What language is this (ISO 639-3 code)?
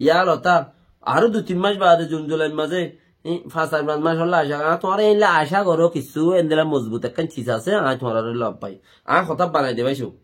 rhg